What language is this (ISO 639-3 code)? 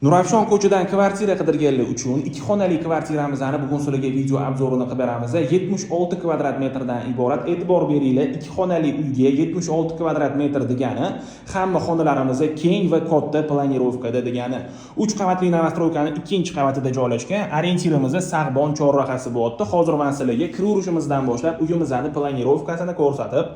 uzb